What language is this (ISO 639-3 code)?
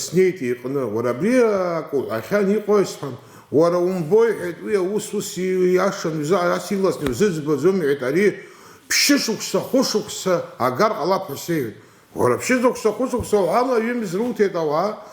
abk